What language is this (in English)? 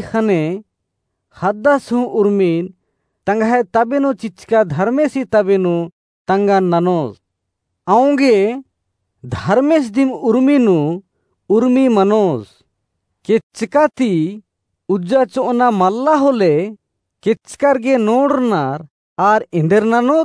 Kurukh